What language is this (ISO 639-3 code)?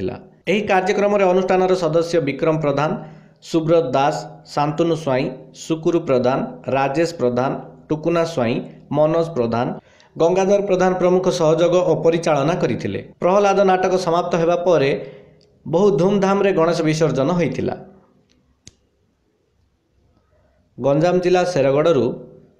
ori